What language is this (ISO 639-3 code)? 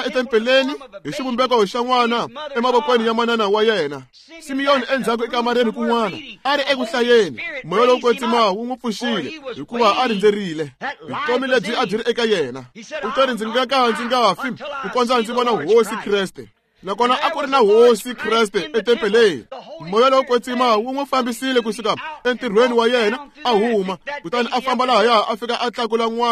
tso